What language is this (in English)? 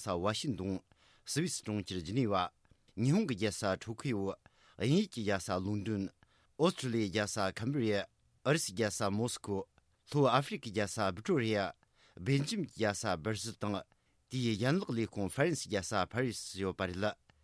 Tibetan